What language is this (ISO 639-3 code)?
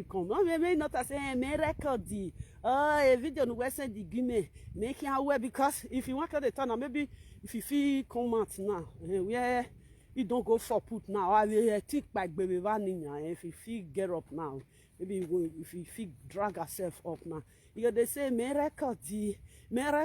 pcm